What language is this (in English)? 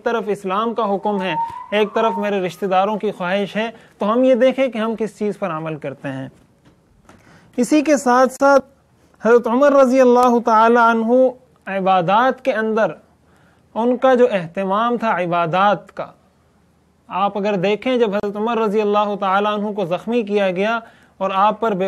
Urdu